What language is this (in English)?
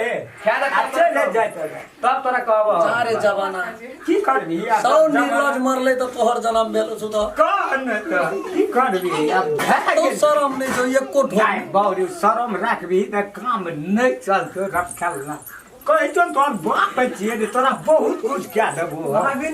Maithili